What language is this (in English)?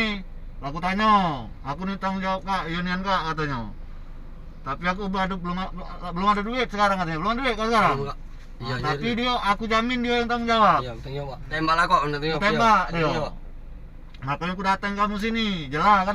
Musi